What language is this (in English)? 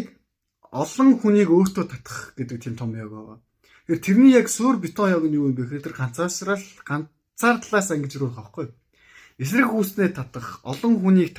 Mongolian